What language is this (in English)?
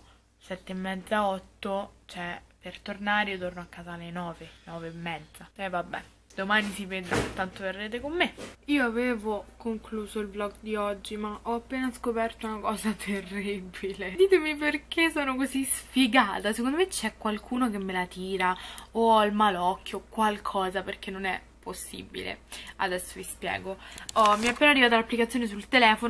Italian